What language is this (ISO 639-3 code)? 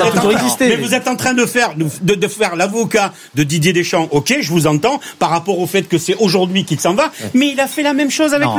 fra